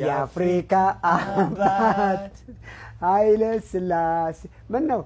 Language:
Amharic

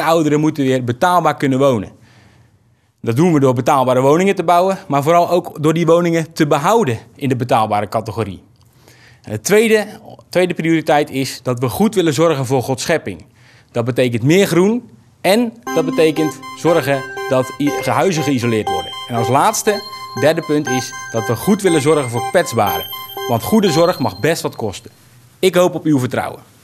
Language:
Dutch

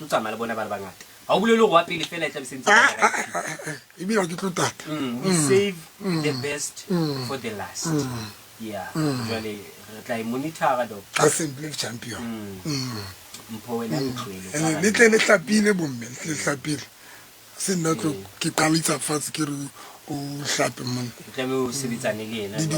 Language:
Southern Sotho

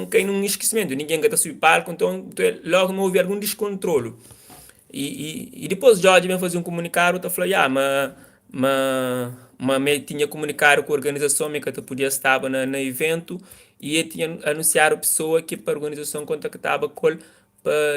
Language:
Kabuverdianu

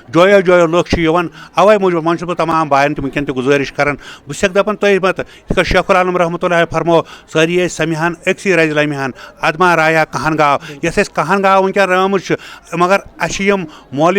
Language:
Kashmiri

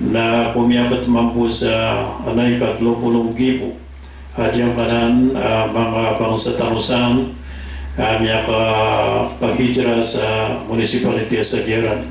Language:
Maranao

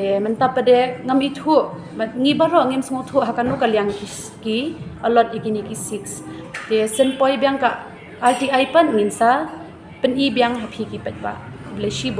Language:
Khasi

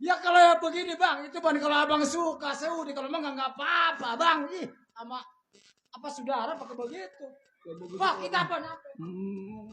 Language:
Betawi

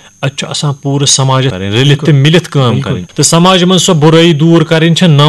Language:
Kashmiri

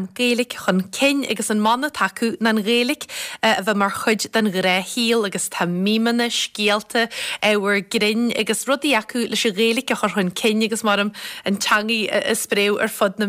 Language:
Irish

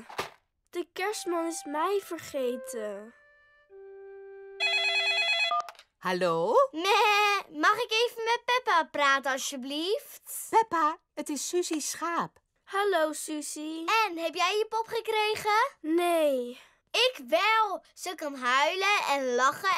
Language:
Dutch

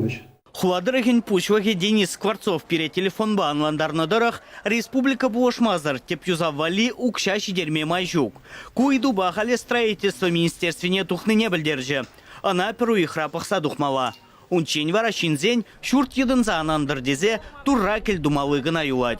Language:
Chuvash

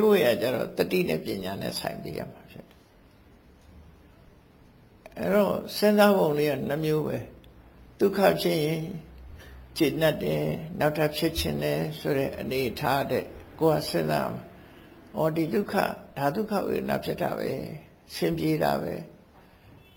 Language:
Burmese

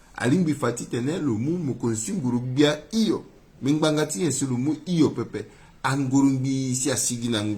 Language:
Sango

